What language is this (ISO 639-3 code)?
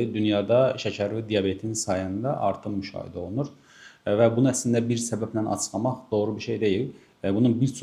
aze